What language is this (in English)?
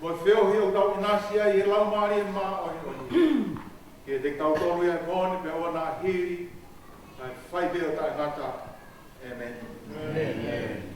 Tongan